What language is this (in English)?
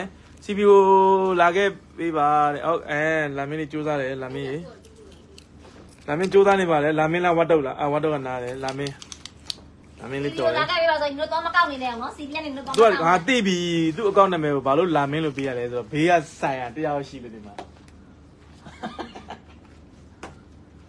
Burmese